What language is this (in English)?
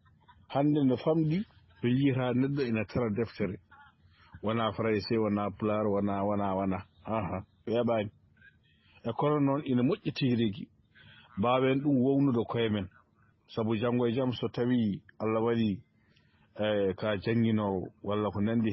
Fula